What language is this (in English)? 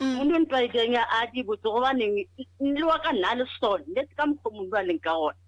Northern Sotho